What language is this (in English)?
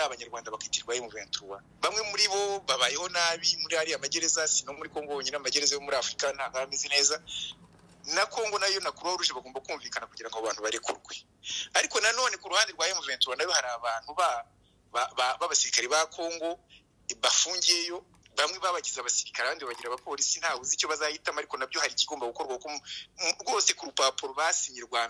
Kinyarwanda